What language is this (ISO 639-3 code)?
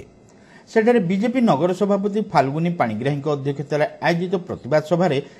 ori